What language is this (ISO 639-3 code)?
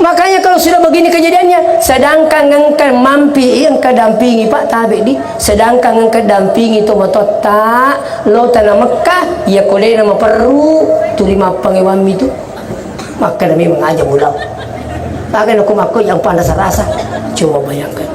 bug